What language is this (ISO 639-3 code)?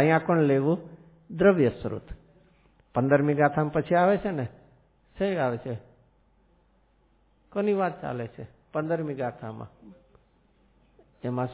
guj